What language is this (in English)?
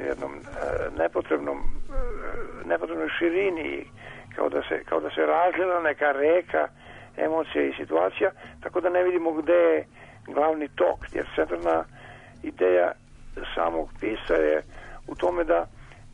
Serbian